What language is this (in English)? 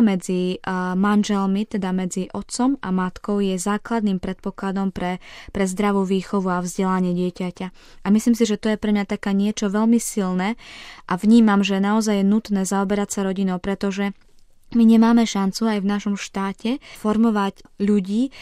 Slovak